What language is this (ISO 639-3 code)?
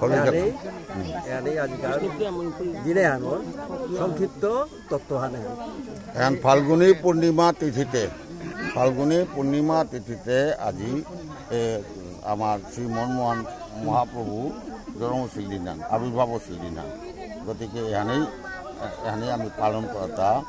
bpy